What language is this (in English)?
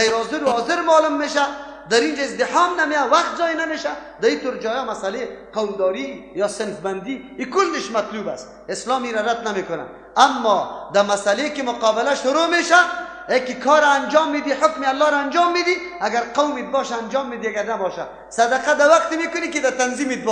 Persian